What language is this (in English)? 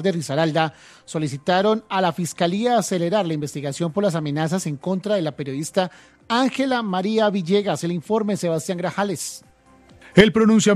Spanish